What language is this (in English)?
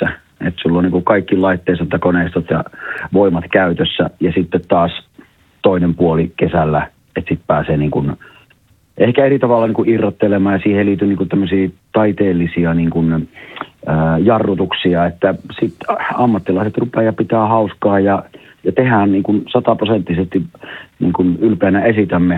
Finnish